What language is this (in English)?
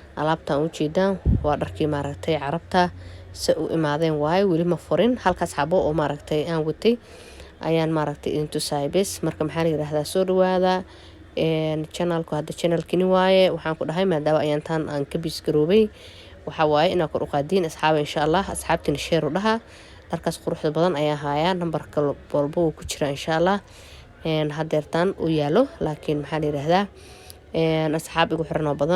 Somali